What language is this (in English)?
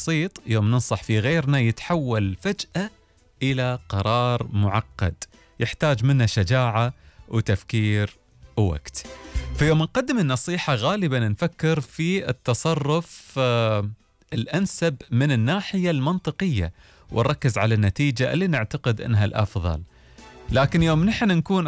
Gulf Arabic